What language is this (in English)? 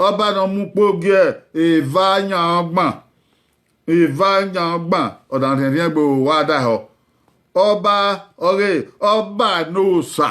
Bini